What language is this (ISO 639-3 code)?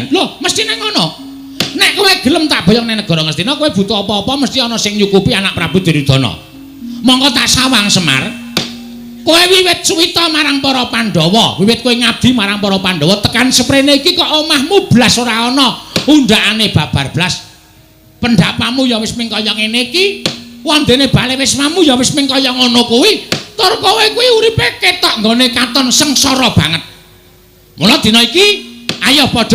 jav